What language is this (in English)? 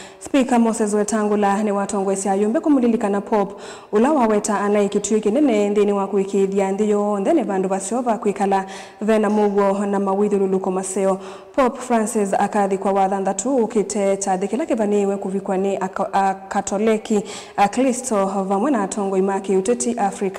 Kamba